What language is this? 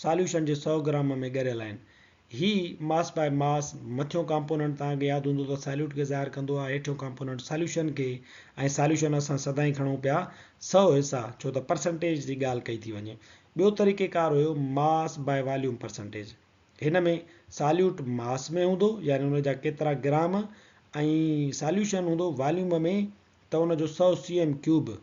Sindhi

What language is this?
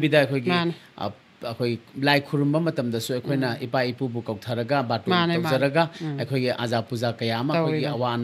Manipuri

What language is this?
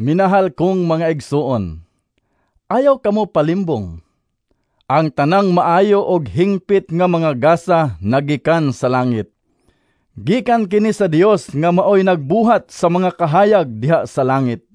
Cebuano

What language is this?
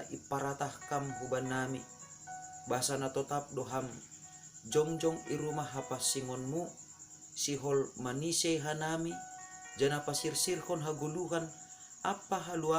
Batak Simalungun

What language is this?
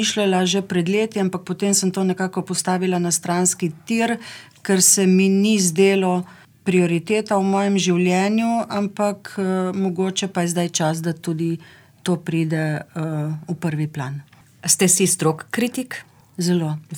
Slovenian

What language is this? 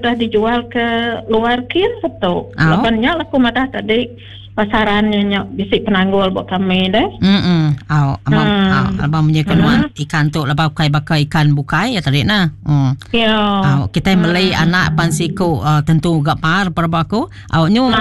Iban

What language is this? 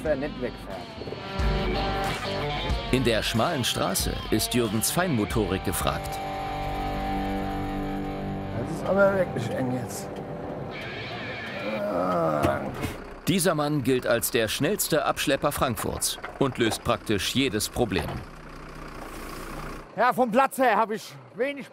German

